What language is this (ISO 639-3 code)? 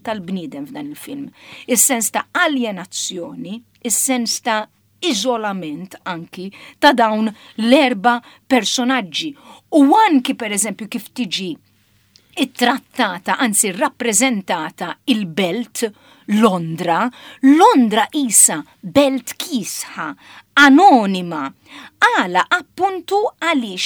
mlt